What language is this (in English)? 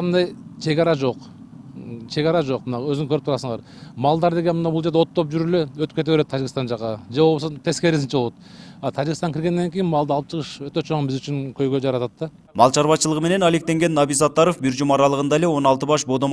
Kyrgyz